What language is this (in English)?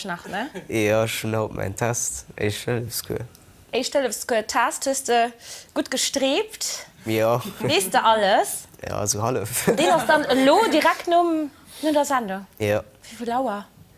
Luxembourgish